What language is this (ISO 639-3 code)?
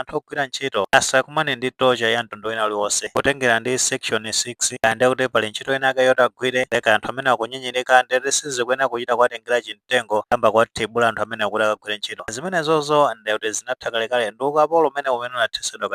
nya